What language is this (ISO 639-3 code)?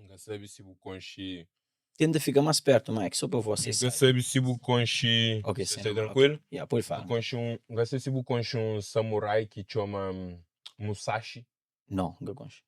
kea